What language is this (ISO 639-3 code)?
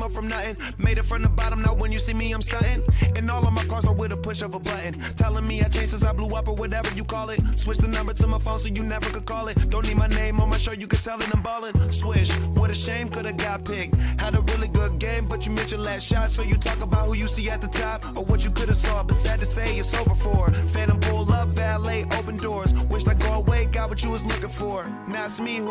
eng